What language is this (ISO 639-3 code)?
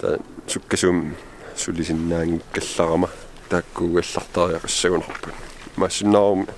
kal